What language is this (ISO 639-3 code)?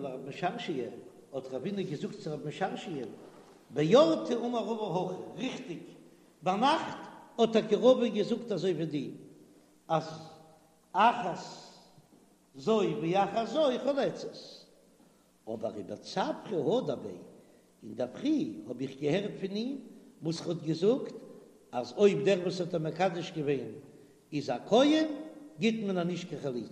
yid